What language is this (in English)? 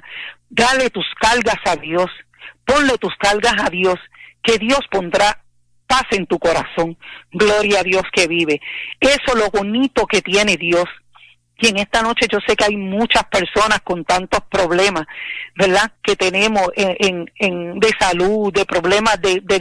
Spanish